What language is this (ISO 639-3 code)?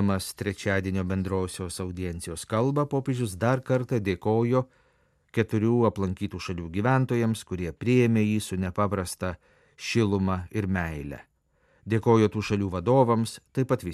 lit